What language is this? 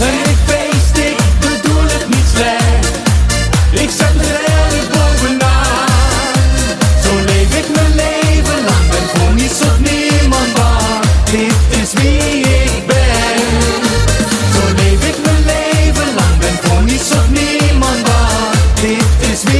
Dutch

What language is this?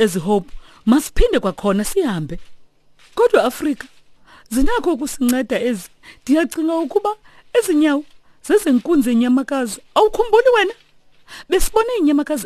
Xhosa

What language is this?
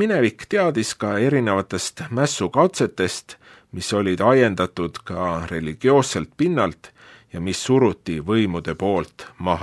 Estonian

